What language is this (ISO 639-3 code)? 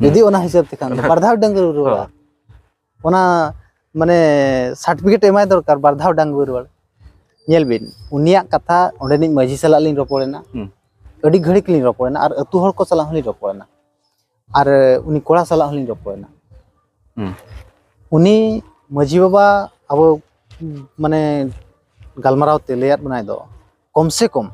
sat